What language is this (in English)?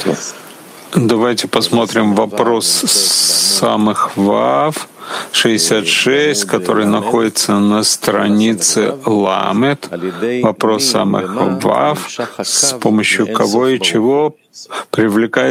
Russian